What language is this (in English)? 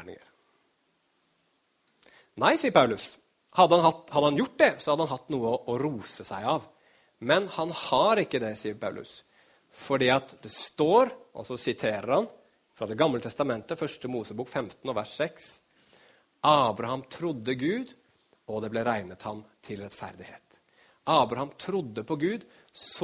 Norwegian